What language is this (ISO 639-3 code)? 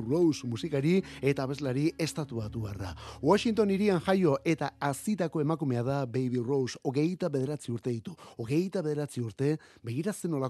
eus